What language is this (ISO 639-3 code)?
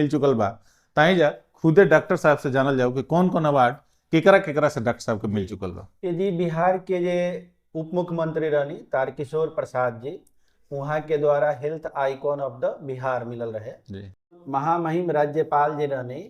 bho